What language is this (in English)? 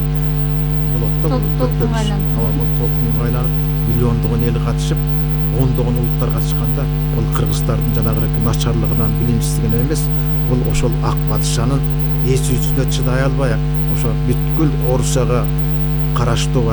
Kyrgyz